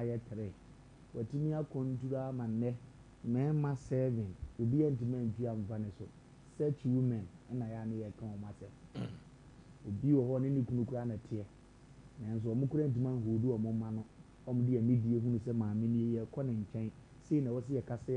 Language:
Akan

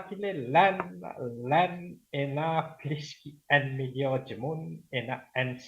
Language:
Morisyen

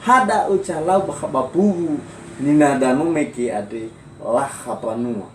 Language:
Nias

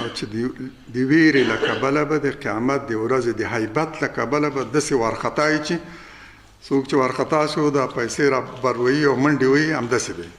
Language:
Pashto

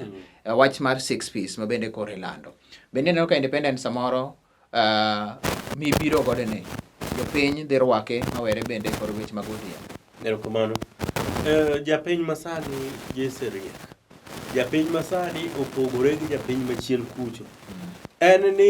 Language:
Luo (Kenya and Tanzania)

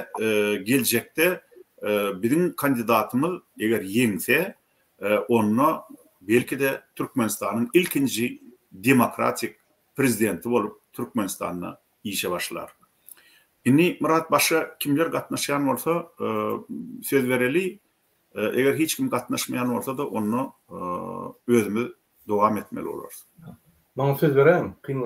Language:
Turkmen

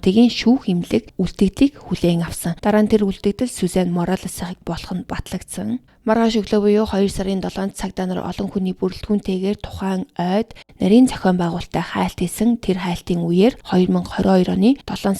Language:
Mongolian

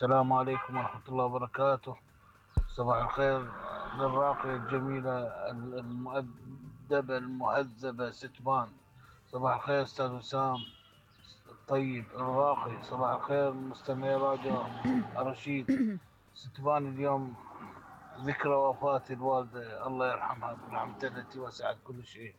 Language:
Mesopotamian Arabic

